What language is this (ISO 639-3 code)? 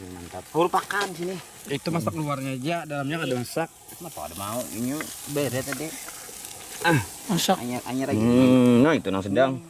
bjn